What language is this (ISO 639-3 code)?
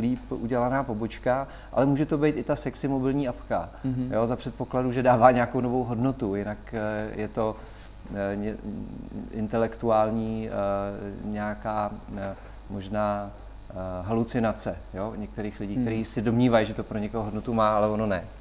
ces